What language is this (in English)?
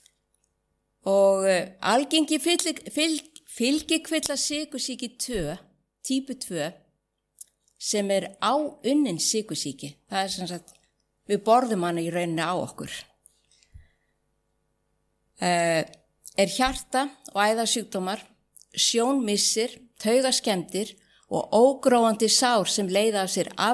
Icelandic